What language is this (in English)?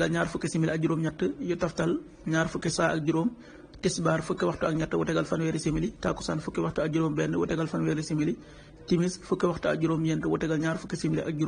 Wolof